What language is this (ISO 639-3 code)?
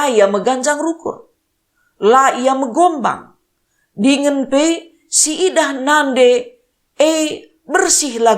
btx